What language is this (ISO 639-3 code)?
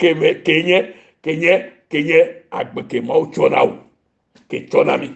ewe